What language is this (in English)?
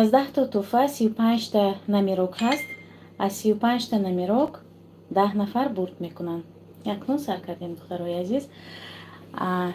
Tajik